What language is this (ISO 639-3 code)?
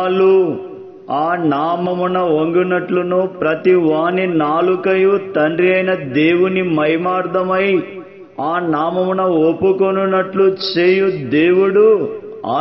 tel